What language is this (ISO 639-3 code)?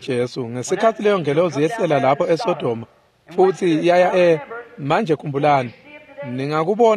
ssw